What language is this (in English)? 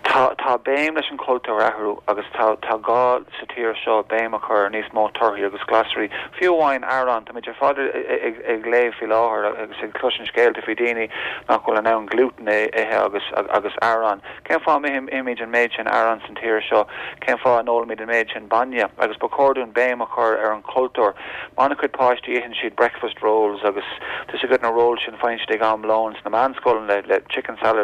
Irish